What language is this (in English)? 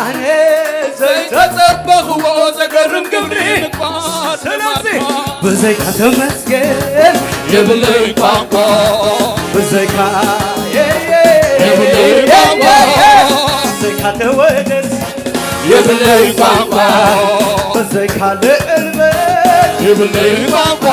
Tigrinya